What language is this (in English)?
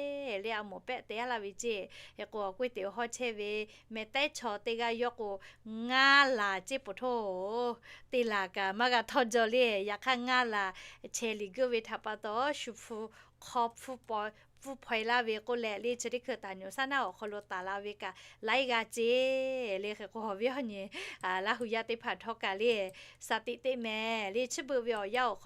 Lahu